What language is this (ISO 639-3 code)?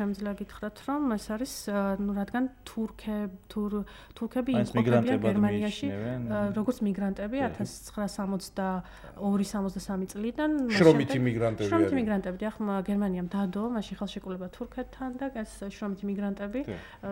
kat